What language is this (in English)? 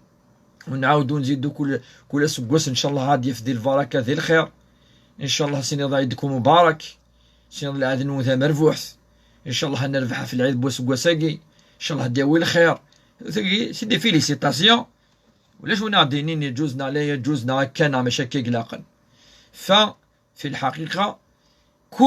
Kabyle